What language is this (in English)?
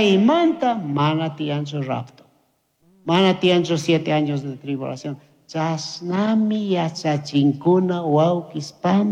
Chimborazo Highland Quichua